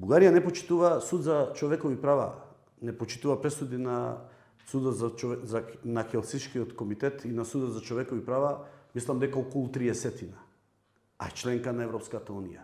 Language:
Macedonian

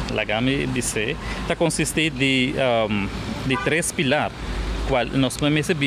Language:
Papiamento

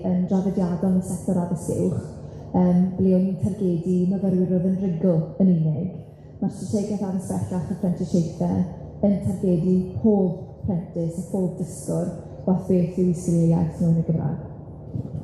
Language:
Welsh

